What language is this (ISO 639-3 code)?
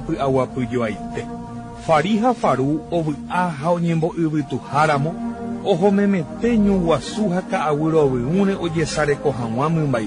grn